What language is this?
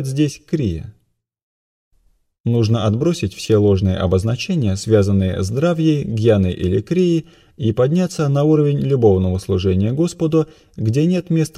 Russian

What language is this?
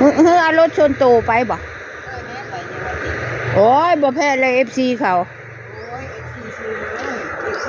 Northeastern Thai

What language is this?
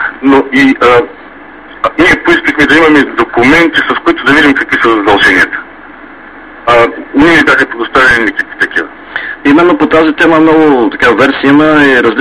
Bulgarian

